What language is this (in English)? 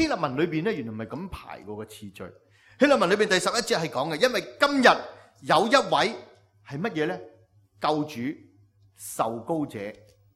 Cantonese